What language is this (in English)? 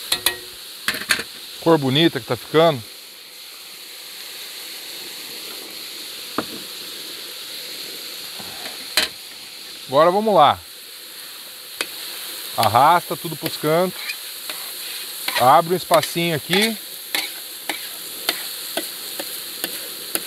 Portuguese